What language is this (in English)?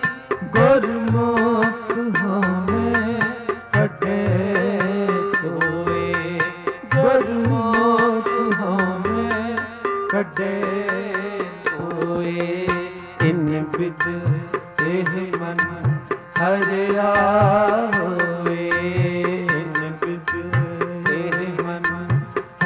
Punjabi